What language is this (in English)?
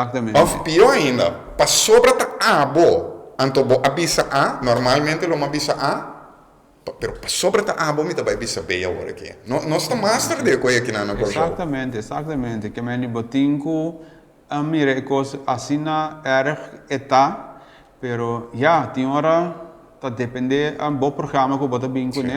Papiamento